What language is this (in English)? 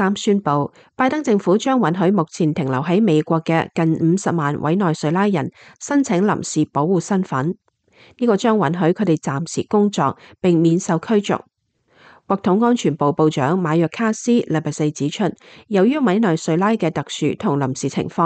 Cantonese